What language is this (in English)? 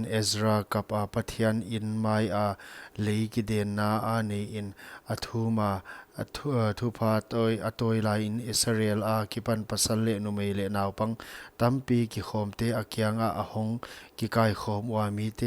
Paite Chin